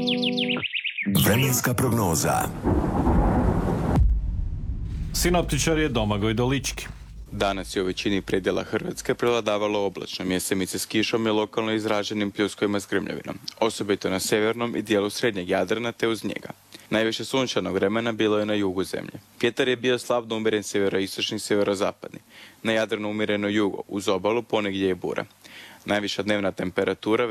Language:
Croatian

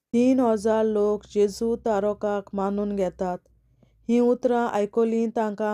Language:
Konkani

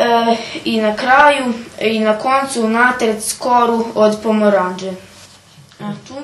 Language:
Rusyn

